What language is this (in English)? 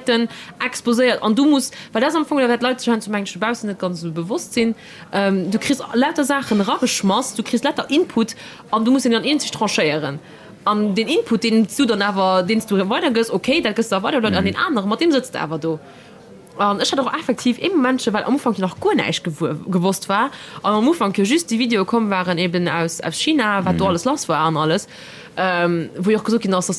Luxembourgish